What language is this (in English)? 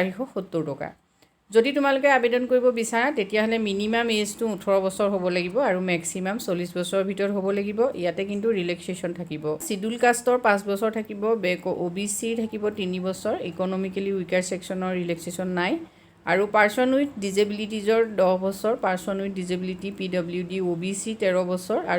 Assamese